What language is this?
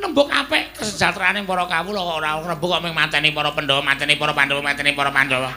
Javanese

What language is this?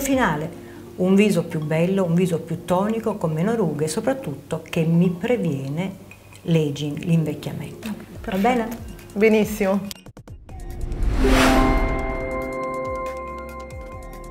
Italian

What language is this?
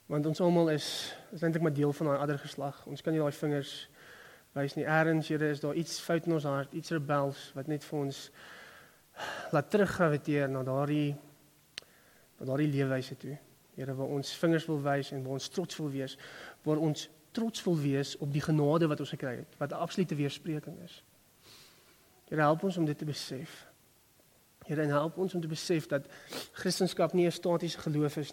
Afrikaans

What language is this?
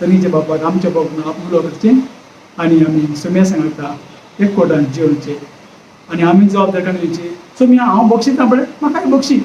Konkani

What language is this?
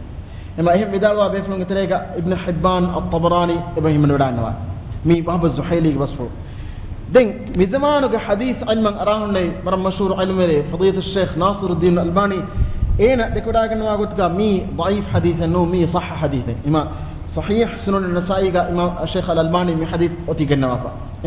Divehi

